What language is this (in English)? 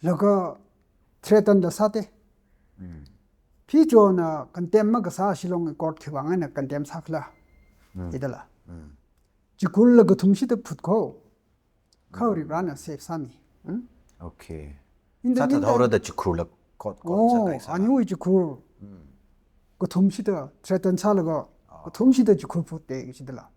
Tangkhul Naga (India)